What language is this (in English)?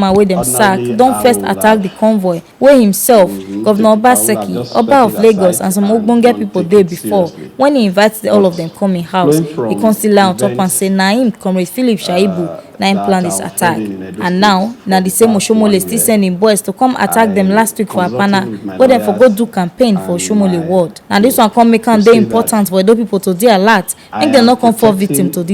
Nigerian Pidgin